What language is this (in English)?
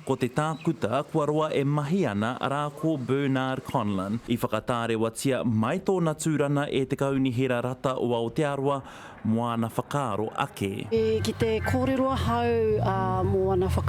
Māori